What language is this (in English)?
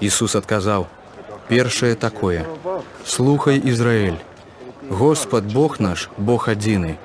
Belarusian